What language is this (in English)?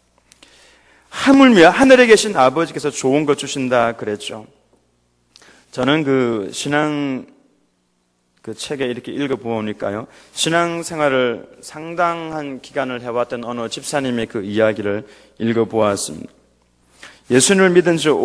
Korean